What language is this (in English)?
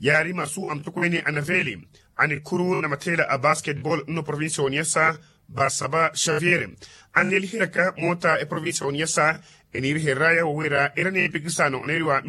Makhuwa